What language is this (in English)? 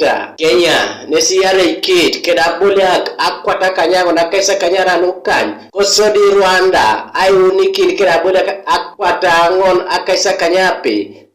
Teso